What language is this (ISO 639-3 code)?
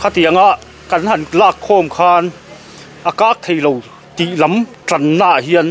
lus